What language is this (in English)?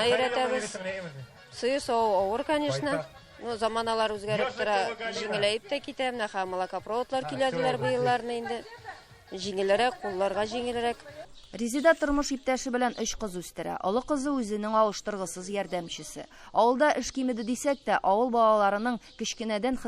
Tatar